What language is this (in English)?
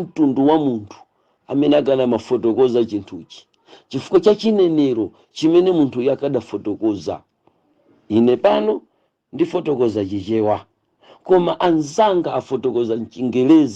Nyanja